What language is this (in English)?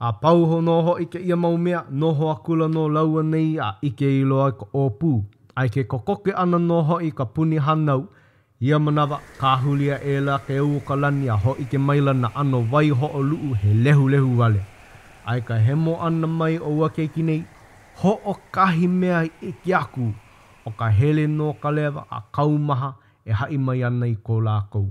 Hawaiian